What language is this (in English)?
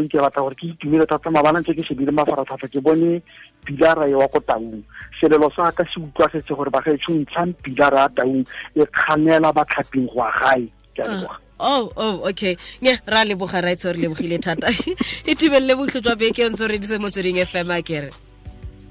Tswana